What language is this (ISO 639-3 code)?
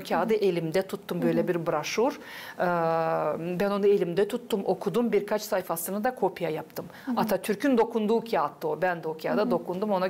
gag